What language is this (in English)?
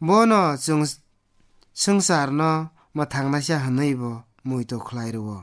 Kok Borok